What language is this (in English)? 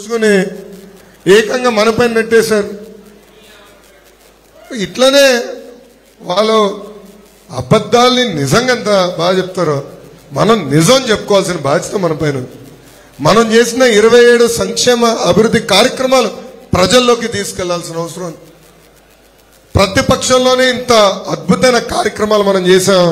Telugu